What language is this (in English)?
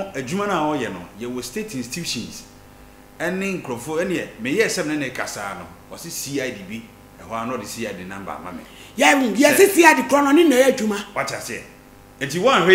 Akan